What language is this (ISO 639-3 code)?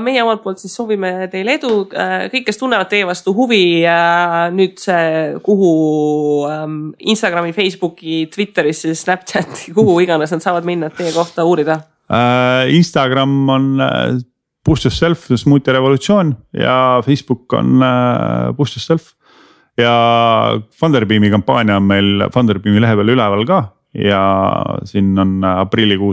est